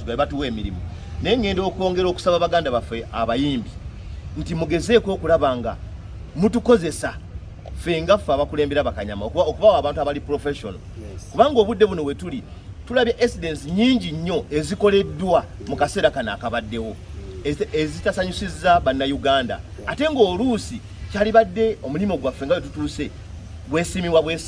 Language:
Ganda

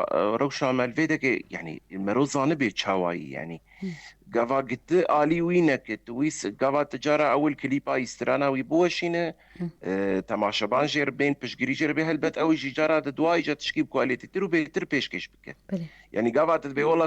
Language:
Kurdish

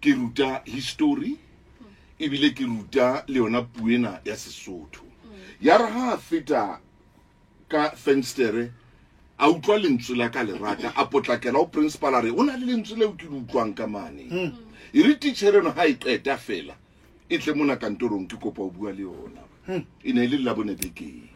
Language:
Southern Sotho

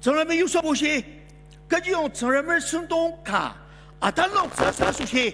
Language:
Ao Naga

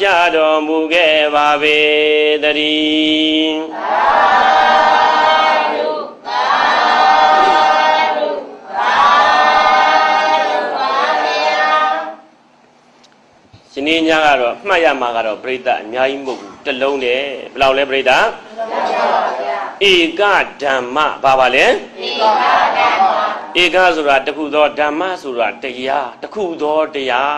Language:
Burmese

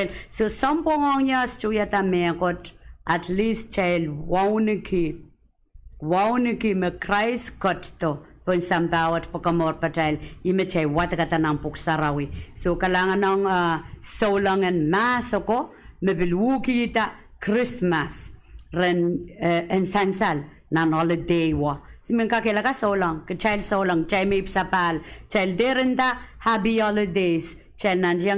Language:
Pohnpeian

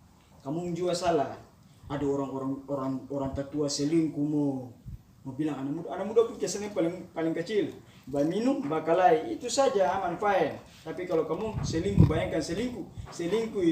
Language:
Ambonese Malay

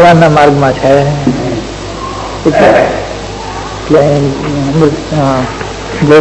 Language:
Gujarati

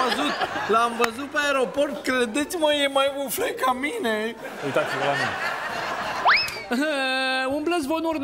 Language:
Romanian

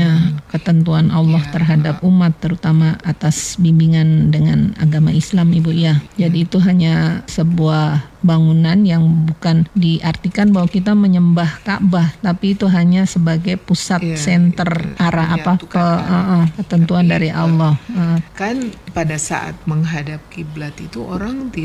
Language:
Indonesian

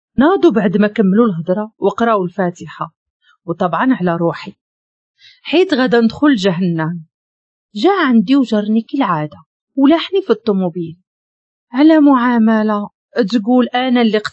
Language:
Moroccan Arabic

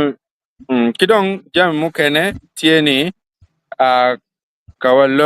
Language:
Acoli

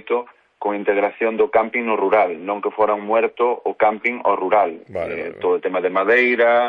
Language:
Galician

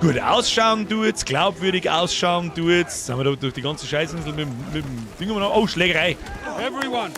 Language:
Bavarian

